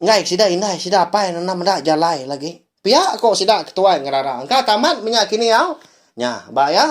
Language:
Iban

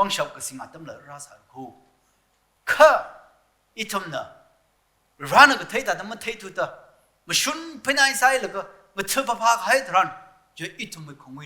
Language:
Tangkhul Naga (India)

